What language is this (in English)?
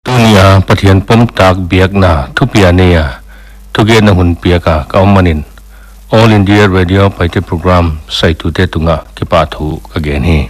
Paite Chin